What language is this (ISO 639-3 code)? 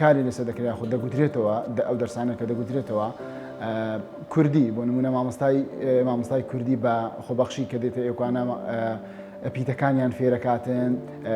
ckb